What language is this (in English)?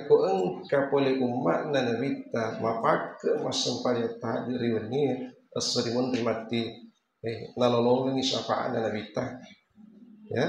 Buginese